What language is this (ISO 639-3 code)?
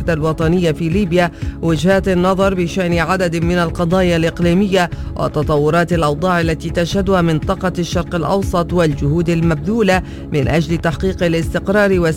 ara